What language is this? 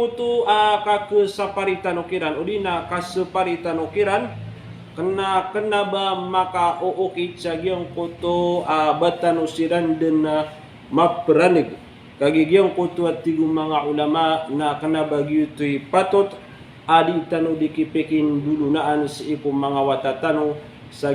Maranao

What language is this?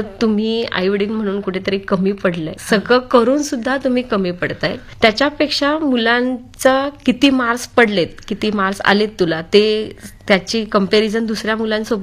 Marathi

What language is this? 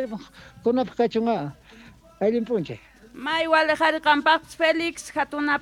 Quechua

